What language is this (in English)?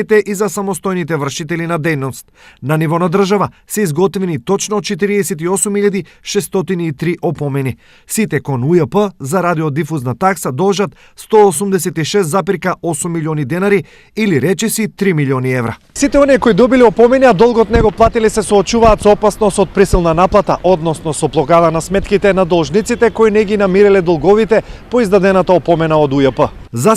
Macedonian